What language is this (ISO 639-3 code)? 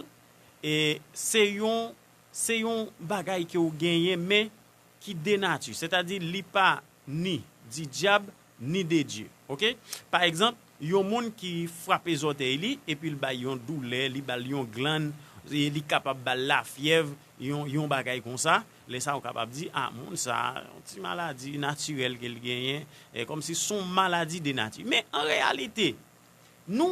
hat